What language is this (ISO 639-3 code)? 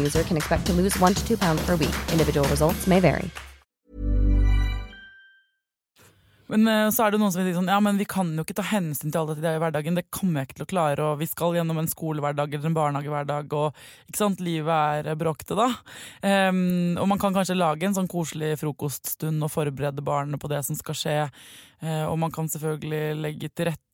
nor